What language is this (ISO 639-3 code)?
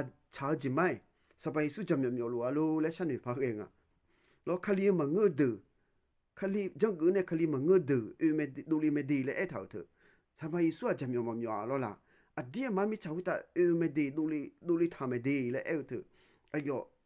ahk